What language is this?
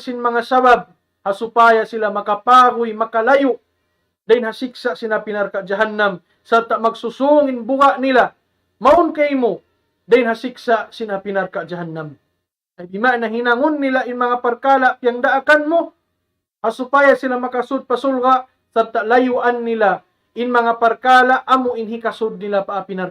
Tausug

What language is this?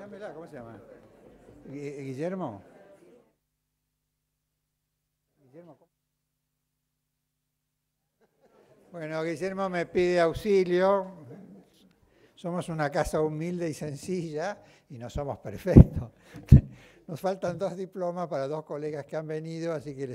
Spanish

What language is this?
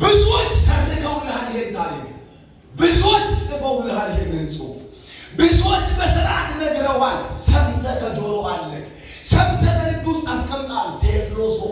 Amharic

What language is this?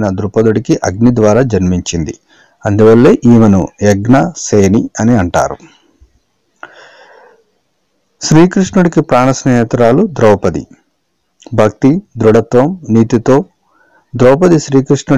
Telugu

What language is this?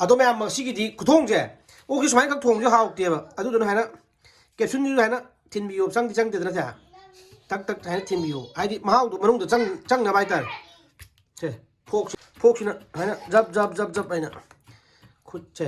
Manipuri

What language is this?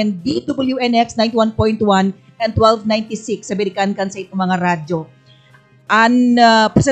Bikol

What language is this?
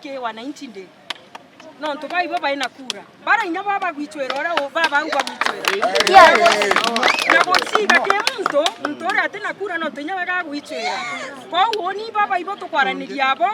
Meru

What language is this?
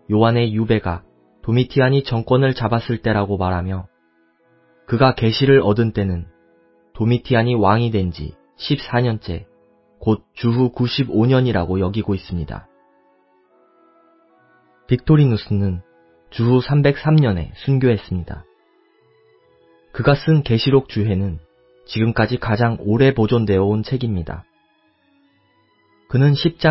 Korean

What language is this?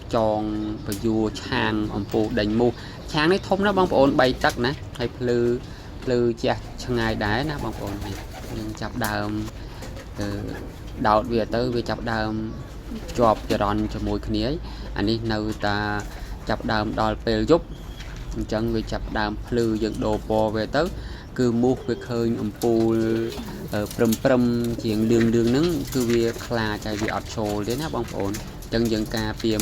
Khmer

